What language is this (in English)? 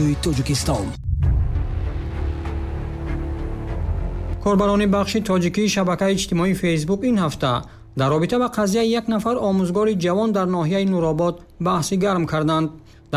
Tajik